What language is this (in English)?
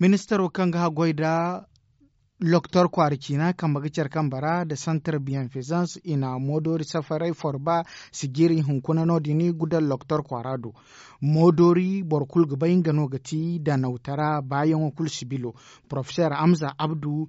Zarma